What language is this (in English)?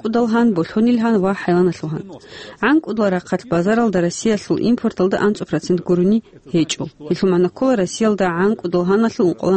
Avaric